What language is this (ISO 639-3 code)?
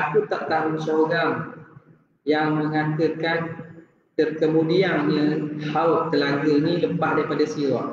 msa